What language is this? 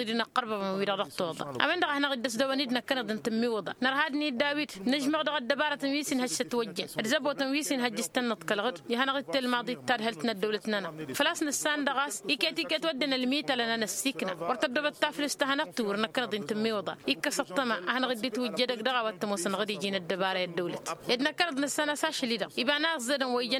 Tamasheq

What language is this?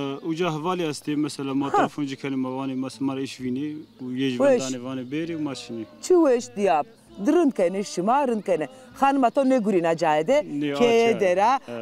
Zaza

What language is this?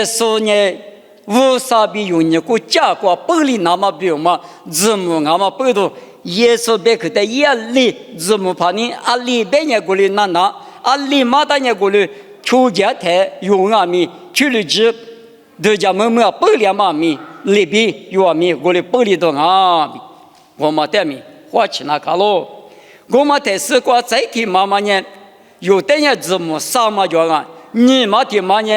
Lisu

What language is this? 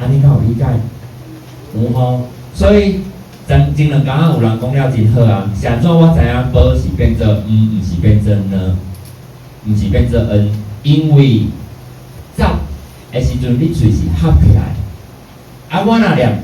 Min Nan Chinese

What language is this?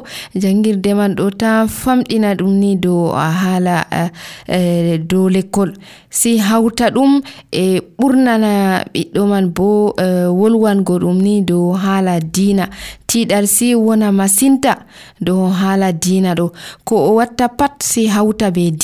Nigerian Fulfulde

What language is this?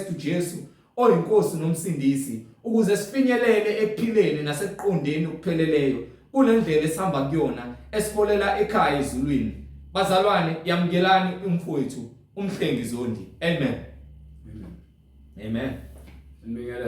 Zulu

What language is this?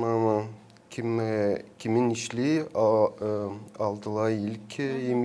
Gagauz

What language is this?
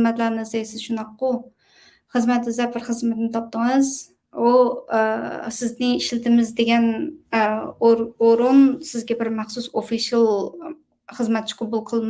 Uyghur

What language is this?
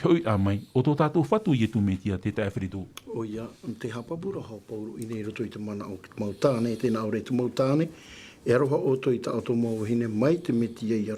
Tahitian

